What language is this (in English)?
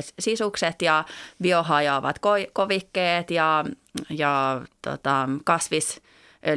Finnish